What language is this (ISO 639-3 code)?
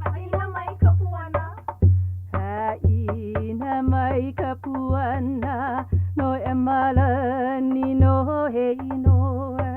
haw